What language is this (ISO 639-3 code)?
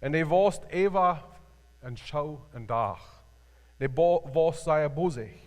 pdt